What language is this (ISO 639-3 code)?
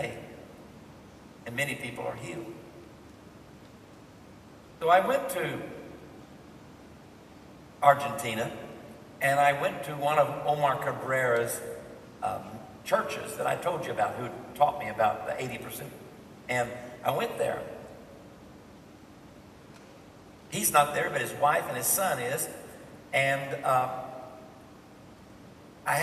eng